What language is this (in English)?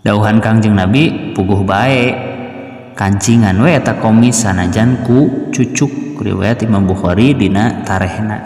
Sundanese